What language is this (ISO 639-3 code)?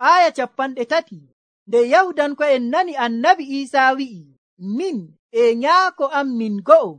fuv